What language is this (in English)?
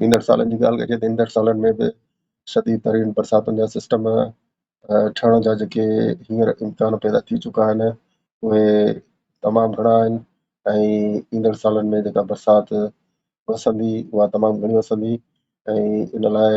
Sindhi